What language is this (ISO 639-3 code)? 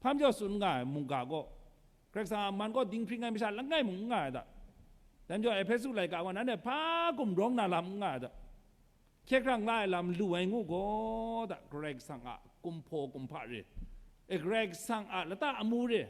kac